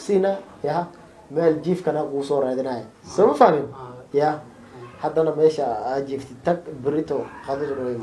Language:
Somali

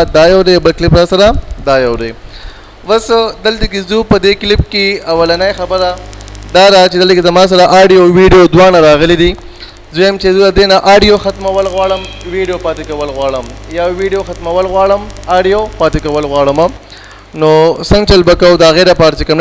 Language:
Pashto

